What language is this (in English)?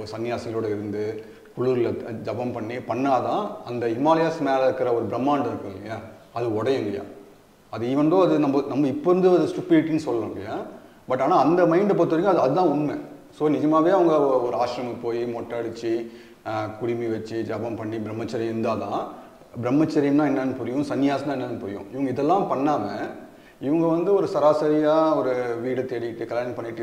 Tamil